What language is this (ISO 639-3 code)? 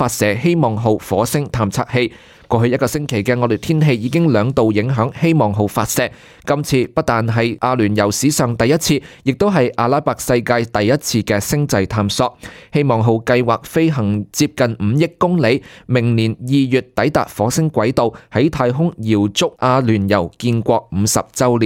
yue